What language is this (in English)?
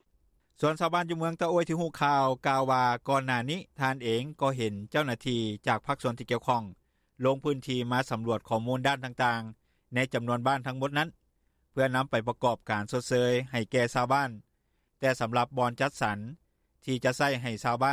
Lao